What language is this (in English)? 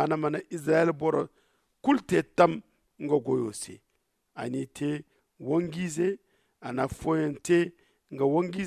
Zarma